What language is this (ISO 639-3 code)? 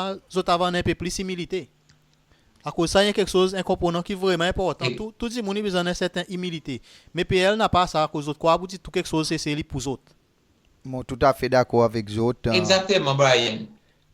crs